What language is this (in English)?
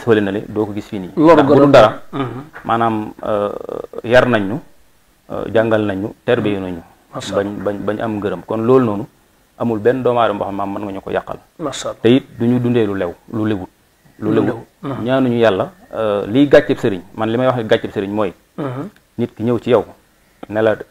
Wolof